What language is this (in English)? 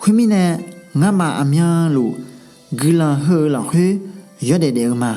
Akha